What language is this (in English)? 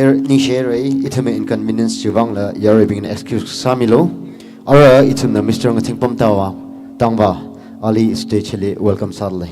Tangkhul Naga (India)